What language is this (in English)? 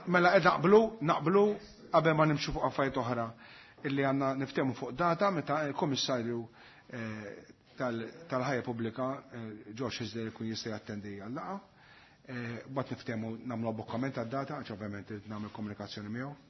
Maltese